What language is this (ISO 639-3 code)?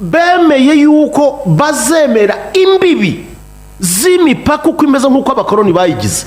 kin